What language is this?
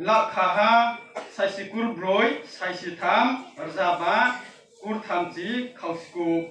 Riang (India)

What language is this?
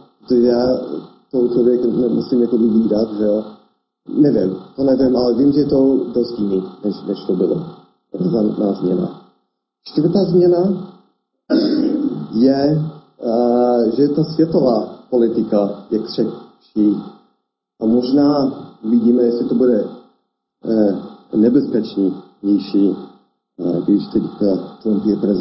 Czech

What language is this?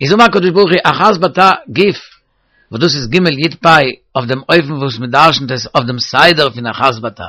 Yiddish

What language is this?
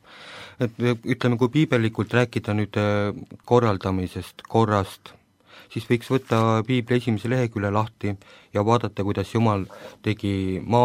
Estonian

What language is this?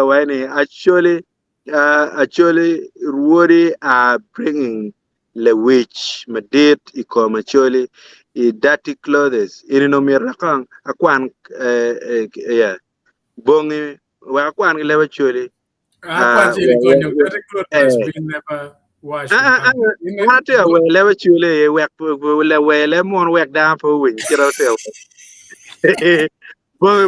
Acoli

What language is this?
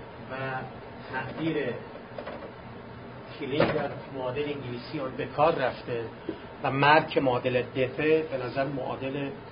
Persian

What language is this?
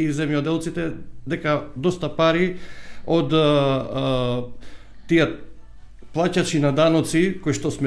Macedonian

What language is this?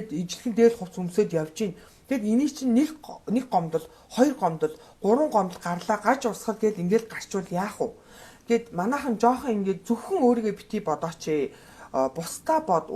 Mongolian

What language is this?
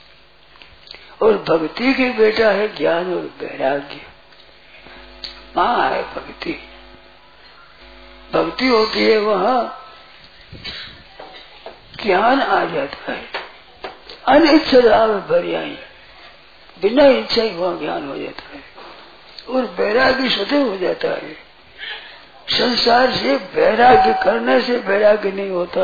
Hindi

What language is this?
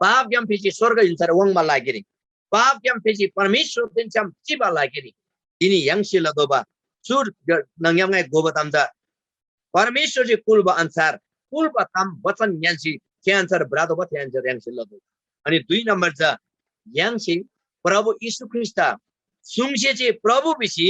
Eastern Tamang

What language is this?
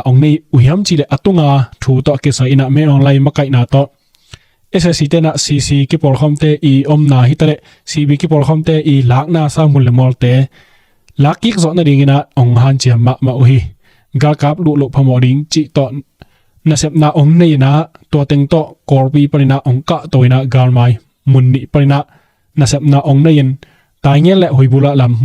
Tedim Chin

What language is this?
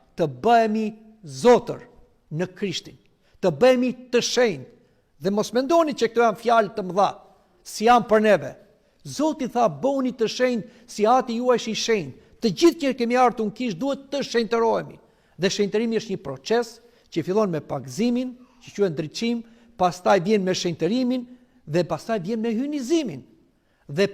Albanian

